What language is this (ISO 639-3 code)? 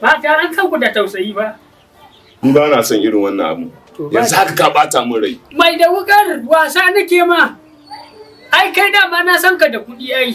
hau